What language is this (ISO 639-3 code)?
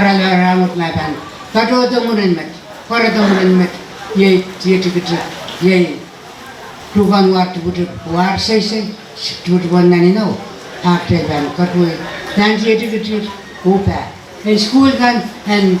pon